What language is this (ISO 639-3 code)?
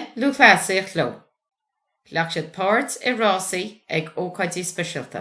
gle